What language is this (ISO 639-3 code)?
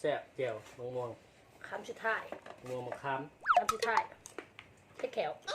lao